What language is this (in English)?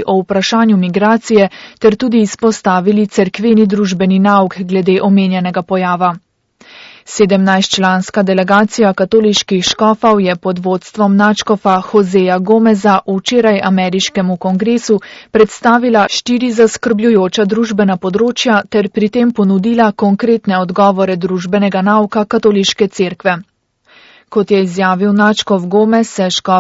Slovenian